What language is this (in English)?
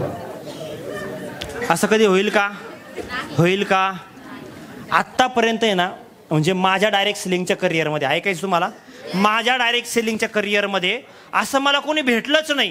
Marathi